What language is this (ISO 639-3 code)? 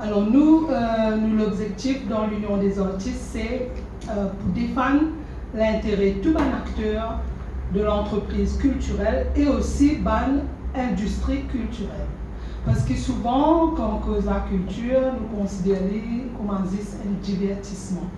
mfe